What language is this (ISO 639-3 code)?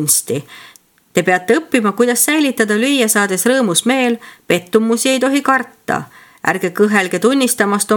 est